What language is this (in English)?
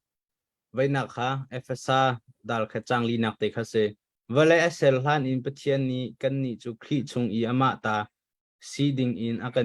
Hakha Chin